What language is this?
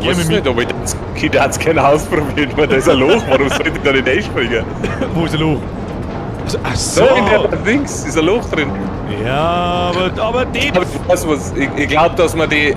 Bavarian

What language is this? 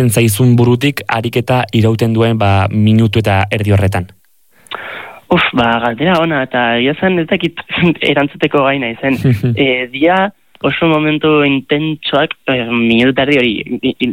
Basque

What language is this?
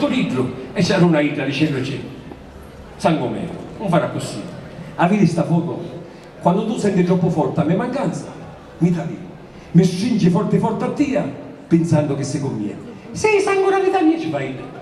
Sicilian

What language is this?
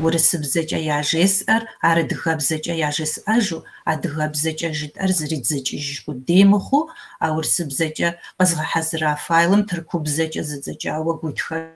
Kabardian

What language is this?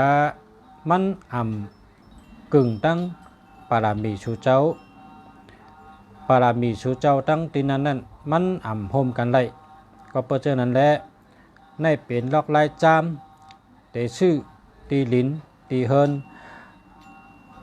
Shan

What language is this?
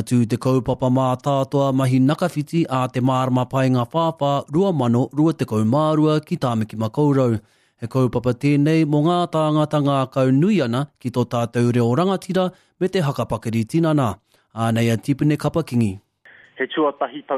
Māori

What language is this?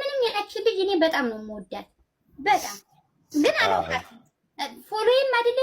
Amharic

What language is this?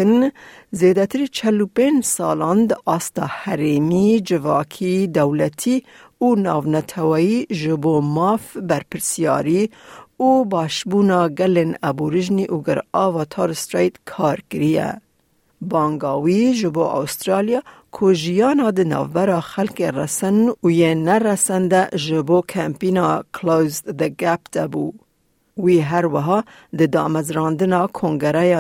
Kurdish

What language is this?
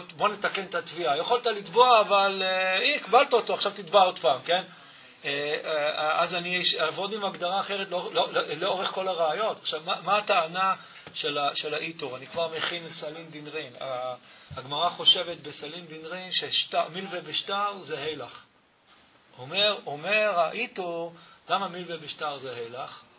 Hebrew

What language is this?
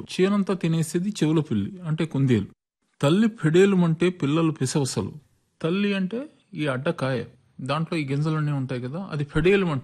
Telugu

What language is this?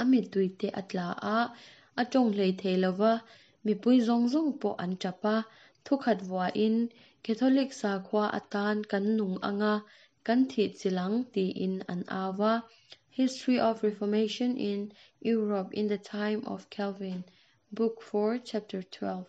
Mizo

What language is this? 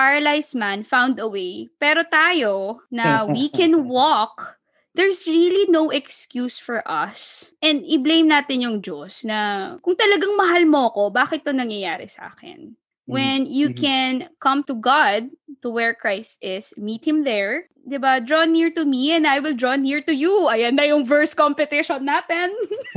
Filipino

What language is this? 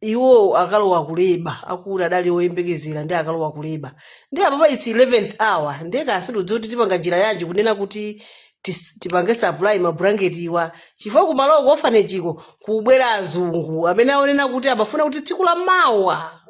Nyanja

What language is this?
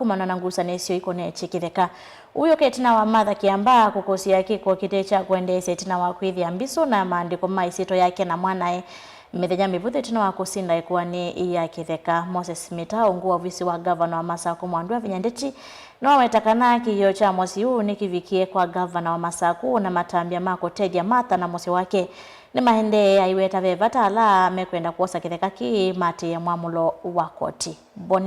Kamba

